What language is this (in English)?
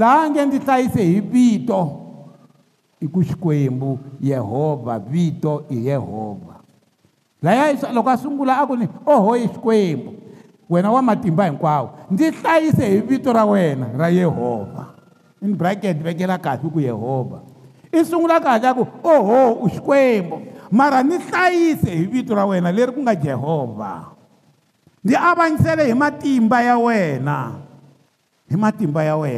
Tsonga